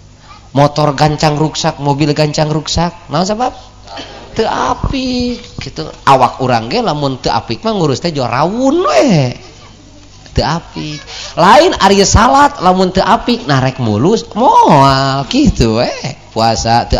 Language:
Sundanese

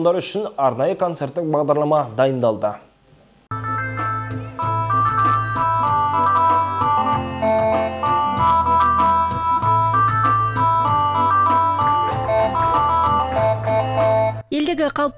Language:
Kazakh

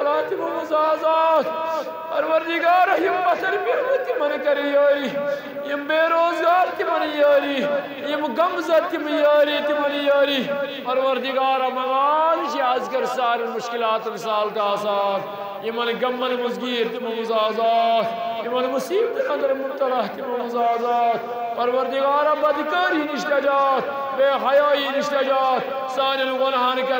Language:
Kashmiri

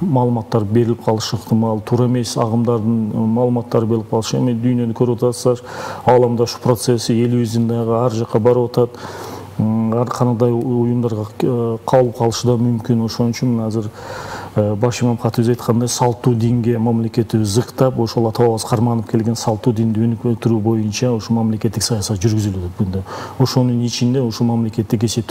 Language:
Kyrgyz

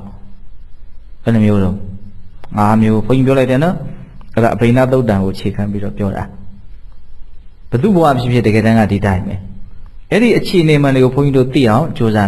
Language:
Burmese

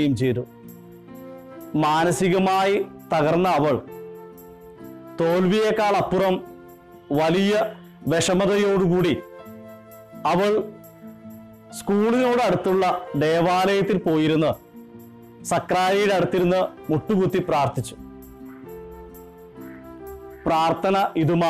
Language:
Malayalam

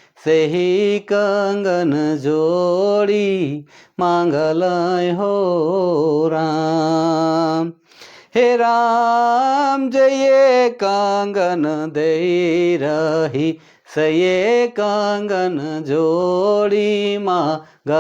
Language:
Sadri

